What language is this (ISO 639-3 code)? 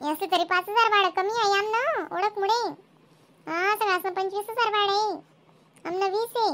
khn